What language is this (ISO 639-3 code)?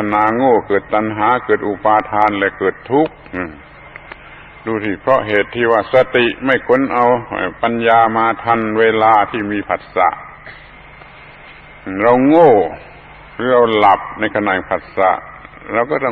tha